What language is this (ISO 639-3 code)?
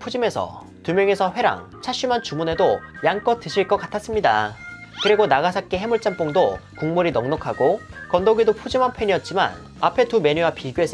kor